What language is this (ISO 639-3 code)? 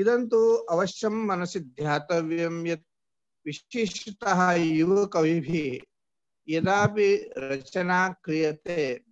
san